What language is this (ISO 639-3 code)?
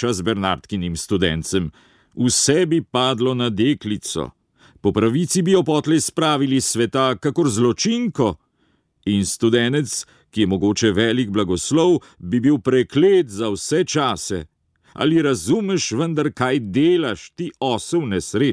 slv